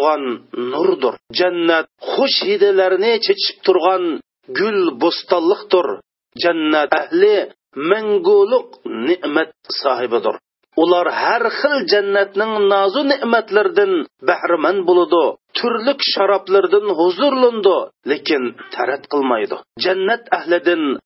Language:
Uyghur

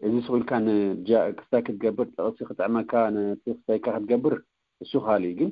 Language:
Tigrinya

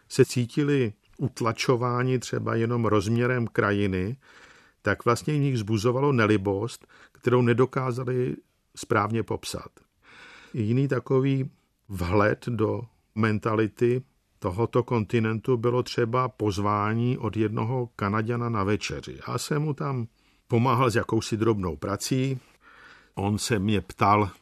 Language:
Czech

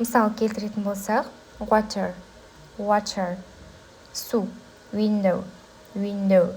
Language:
Kazakh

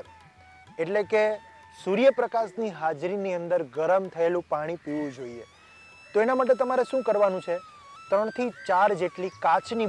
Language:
Gujarati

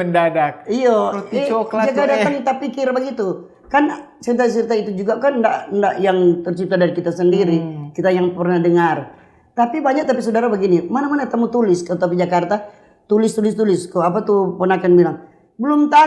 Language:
Manado Malay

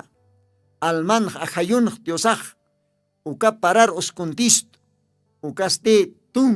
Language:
Aymara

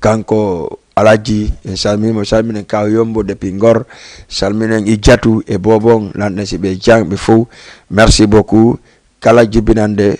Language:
Fula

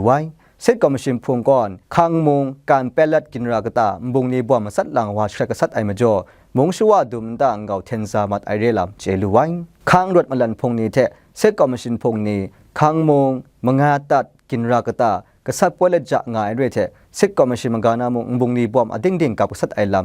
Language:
Kachin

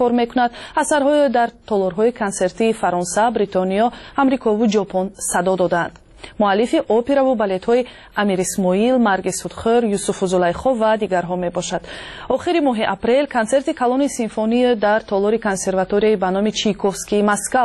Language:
Tajik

